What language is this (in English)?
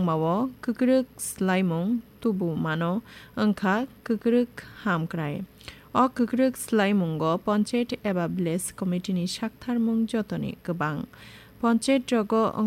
Kok Borok